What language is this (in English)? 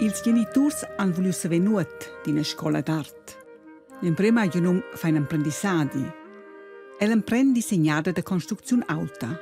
Romansh